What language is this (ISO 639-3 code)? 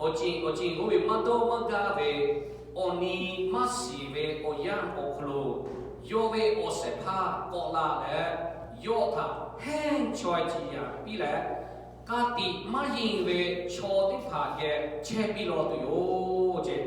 lhu